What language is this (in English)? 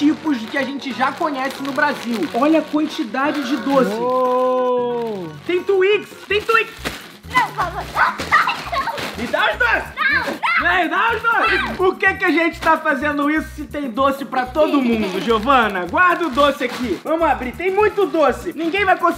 Portuguese